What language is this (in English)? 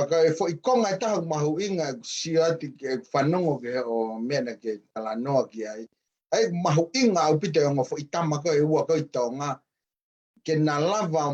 Tongan